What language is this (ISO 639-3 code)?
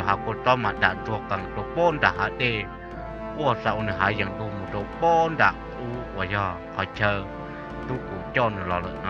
hmn